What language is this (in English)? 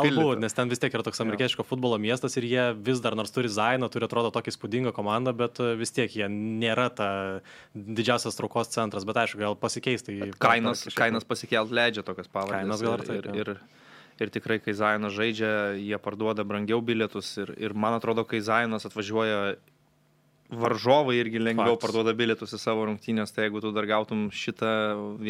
Lithuanian